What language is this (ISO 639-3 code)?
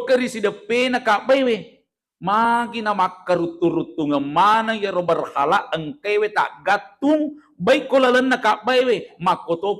bug